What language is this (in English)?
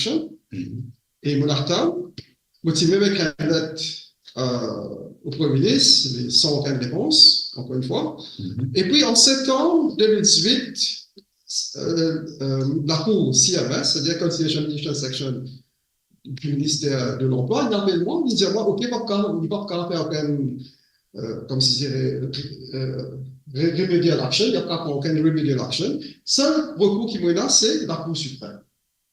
Morisyen